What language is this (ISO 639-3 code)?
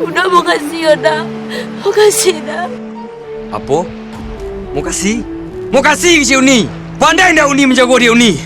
min